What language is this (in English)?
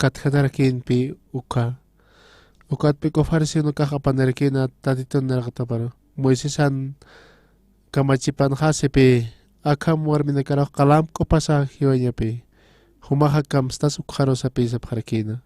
Aymara